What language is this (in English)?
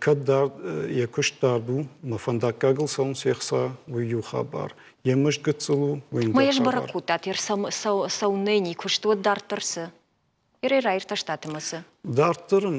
Ossetic